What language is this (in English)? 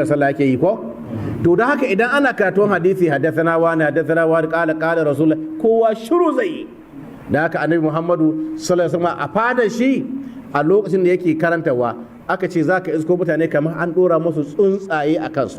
Hausa